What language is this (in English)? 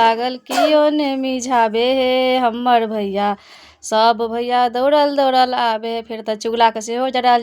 Maithili